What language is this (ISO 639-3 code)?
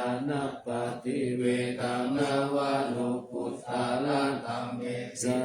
pli